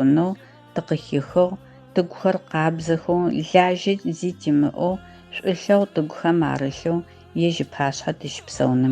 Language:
Adyghe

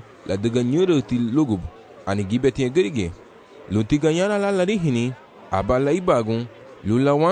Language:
Garifuna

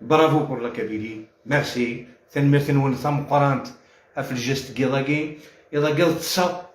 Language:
Algerian Arabic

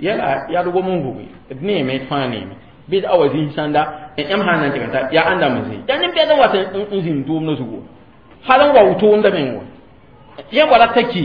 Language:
Mossi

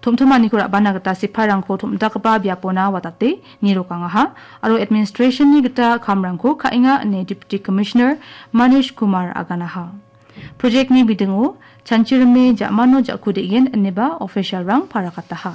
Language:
Garo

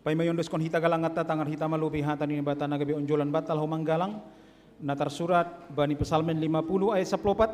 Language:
Batak Simalungun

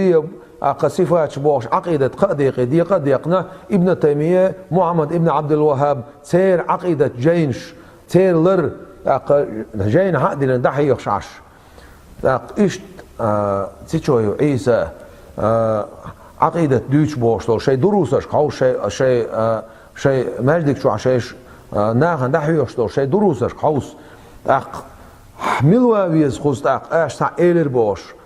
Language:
Chechen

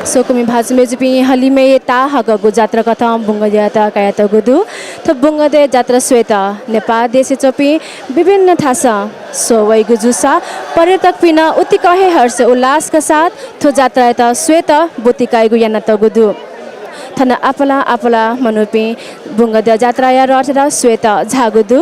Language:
Newari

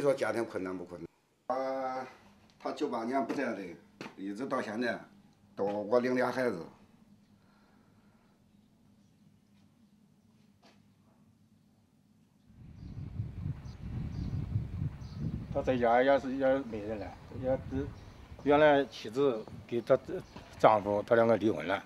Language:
Chinese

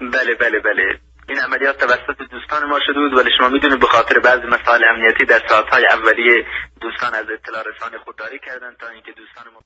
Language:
Eastern Balochi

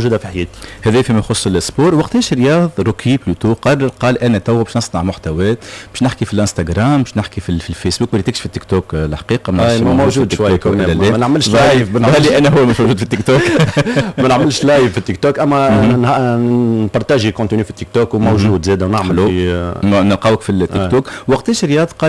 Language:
Tunisian Arabic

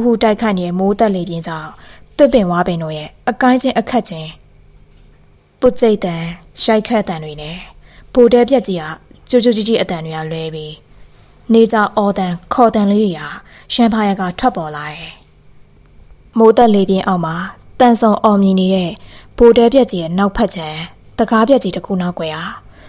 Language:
Burmese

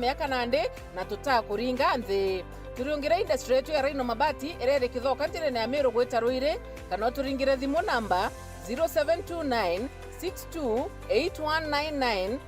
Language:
Meru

